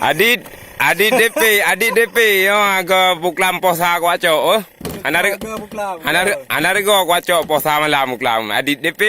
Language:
Achinese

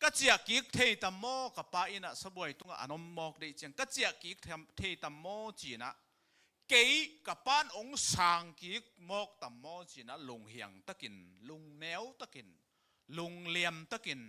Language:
Tedim Chin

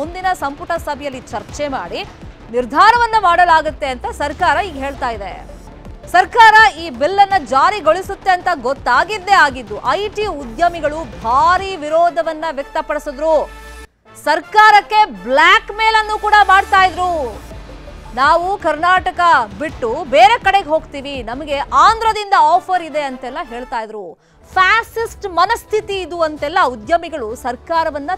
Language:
Kannada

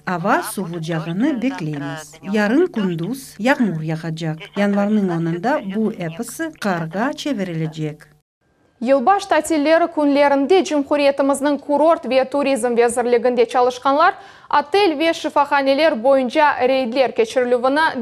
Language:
Crimean Tatar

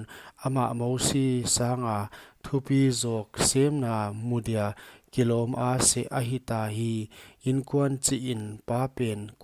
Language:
Paite Chin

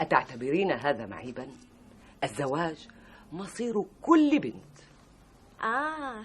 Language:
North Levantine Arabic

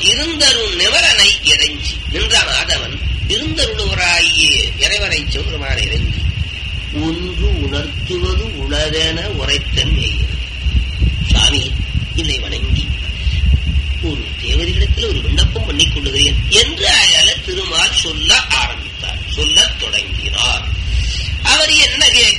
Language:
Tamil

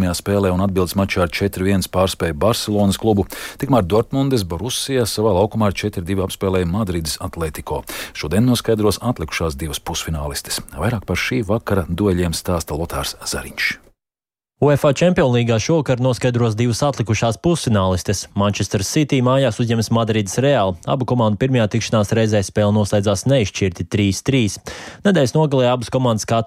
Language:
Latvian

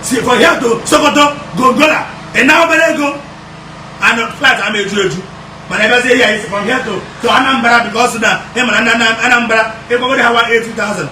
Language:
Igbo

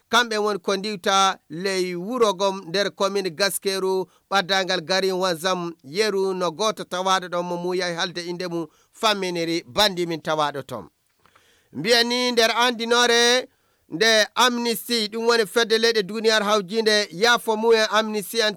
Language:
Fula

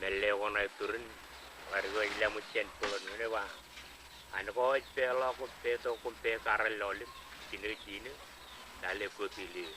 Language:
Marshallese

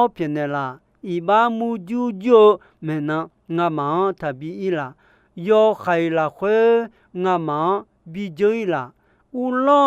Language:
Akha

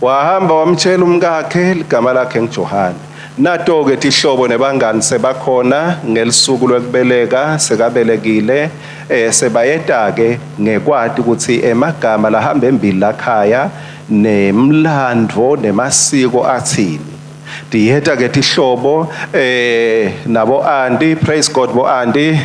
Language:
Swati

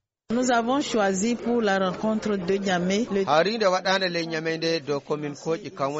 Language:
Nigerian Fulfulde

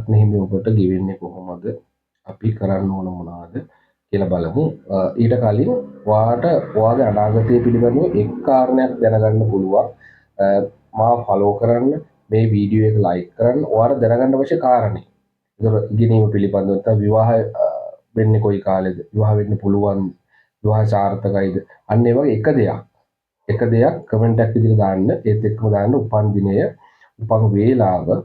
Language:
Sinhala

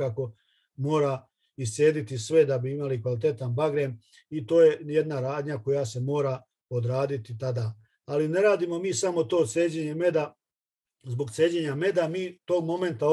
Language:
Serbian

